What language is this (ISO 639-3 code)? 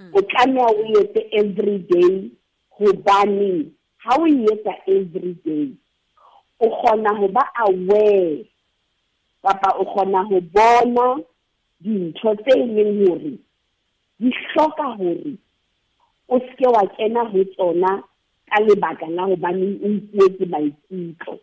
sot